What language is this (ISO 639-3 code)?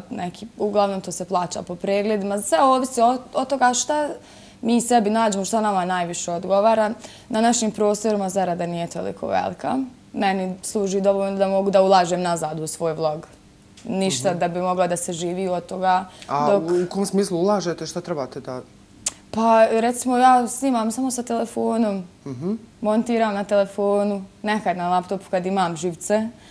bos